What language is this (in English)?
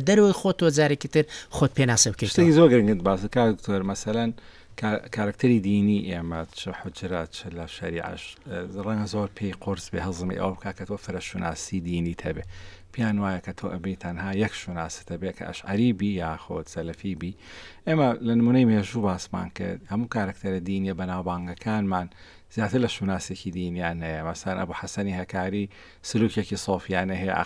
Central Kurdish